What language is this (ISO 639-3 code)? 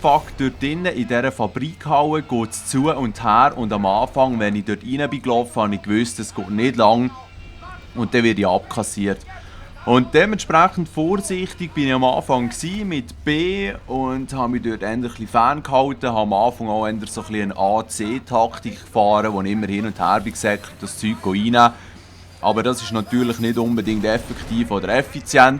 gsw